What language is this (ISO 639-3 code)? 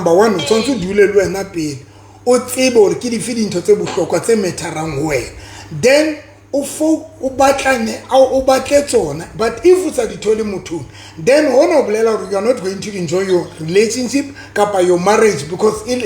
sot